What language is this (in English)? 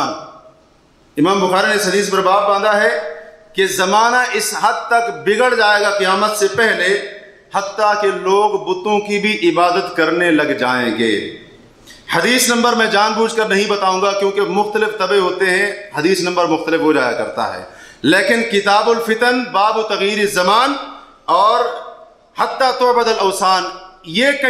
Urdu